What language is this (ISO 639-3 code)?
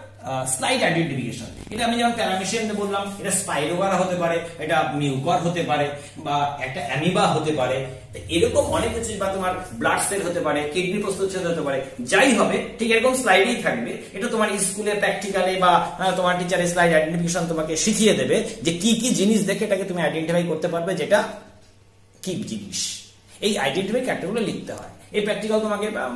ben